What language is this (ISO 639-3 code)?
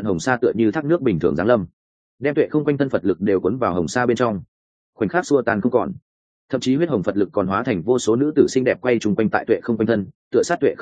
vie